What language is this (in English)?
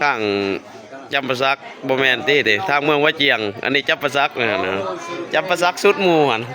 Lao